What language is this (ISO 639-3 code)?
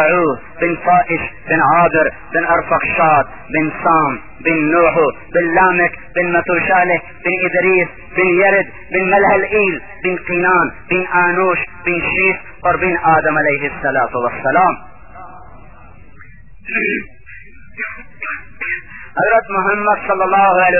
urd